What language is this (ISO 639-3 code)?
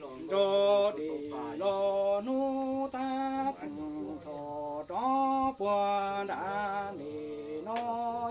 hmn